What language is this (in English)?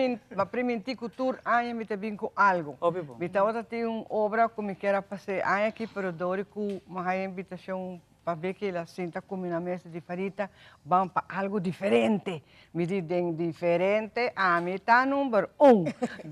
Papiamento